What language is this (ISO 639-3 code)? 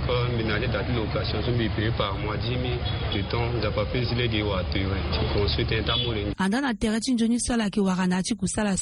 sag